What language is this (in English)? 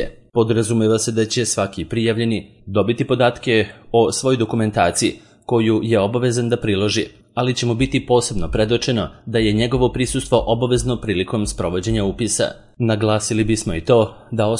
Serbian